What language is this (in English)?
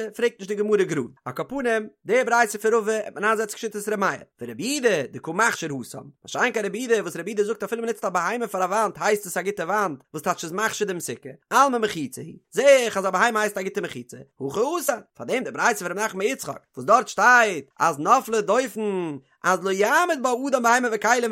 Yiddish